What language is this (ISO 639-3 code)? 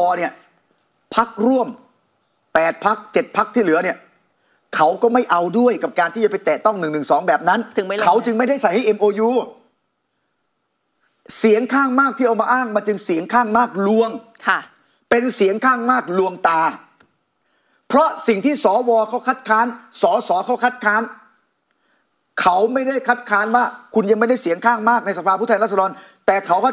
tha